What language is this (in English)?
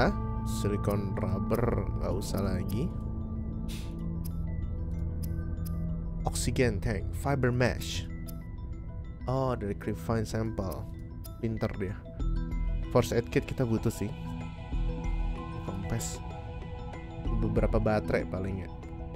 Indonesian